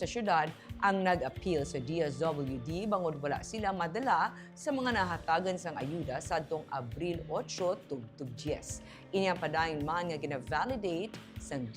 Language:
Hiligaynon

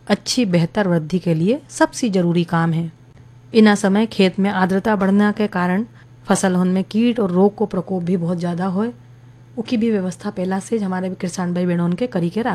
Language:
Hindi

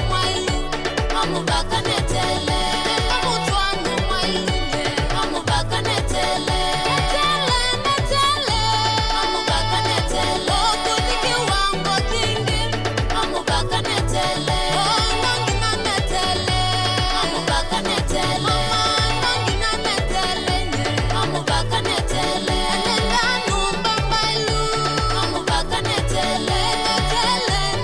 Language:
Kamba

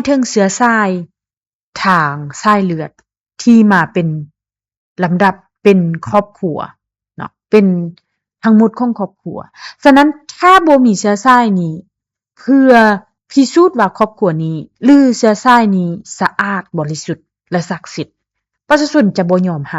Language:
Lao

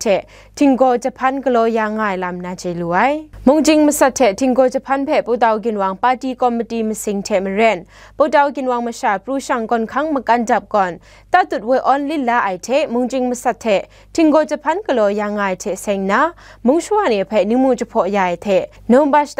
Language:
Kachin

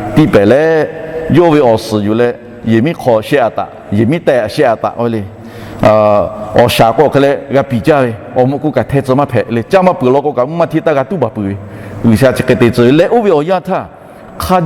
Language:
Lahu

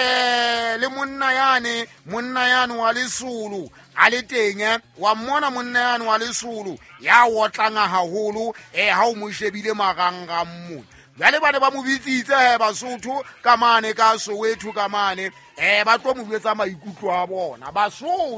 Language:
Southern Sotho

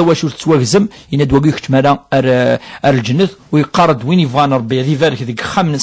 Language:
Kabyle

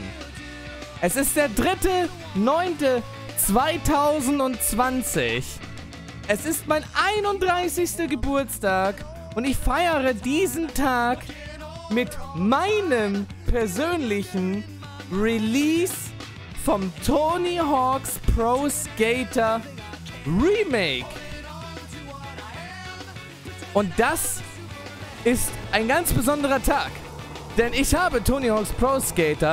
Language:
German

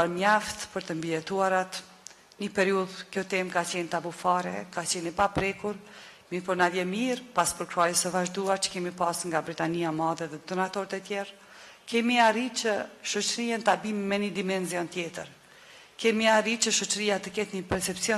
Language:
Albanian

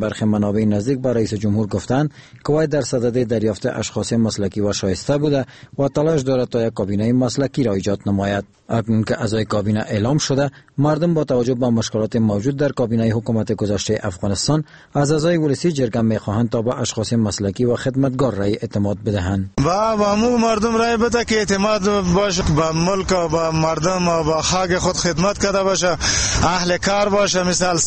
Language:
Persian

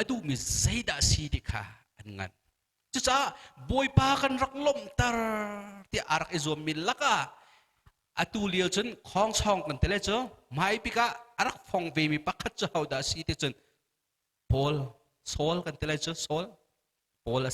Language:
Hakha Chin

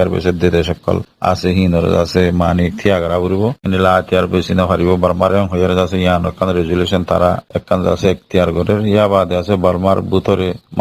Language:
Rohingya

